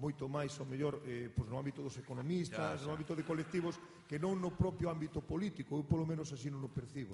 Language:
Galician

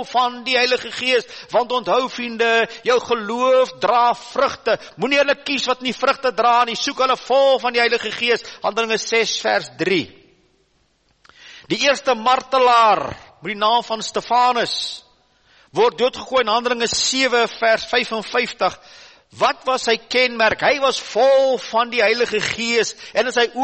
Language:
Afrikaans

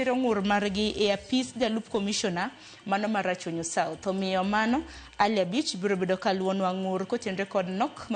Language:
Luo (Kenya and Tanzania)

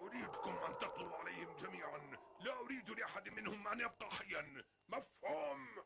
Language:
Avaric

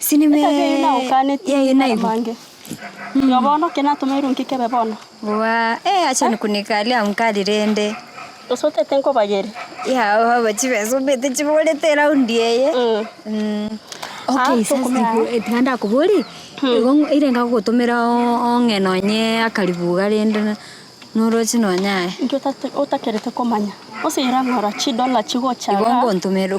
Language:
Gusii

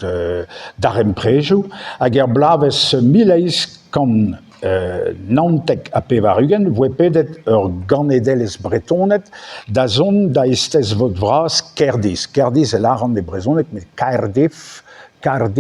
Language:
Breton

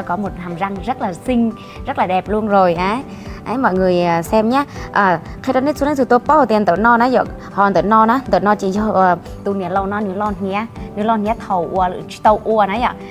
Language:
Hmong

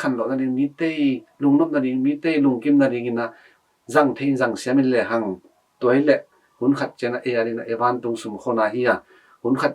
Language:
Tedim Chin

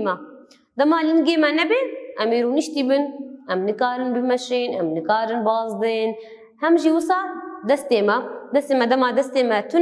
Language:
Kurdish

